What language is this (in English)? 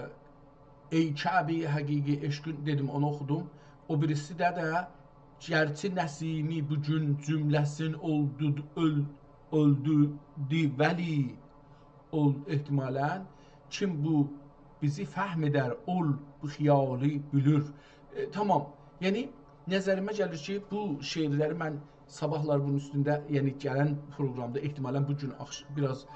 South Azerbaijani